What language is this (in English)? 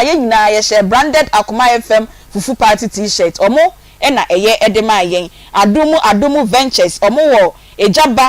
Akan